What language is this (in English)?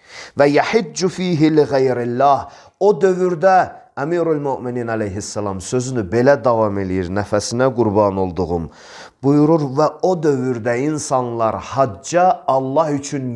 Azerbaijani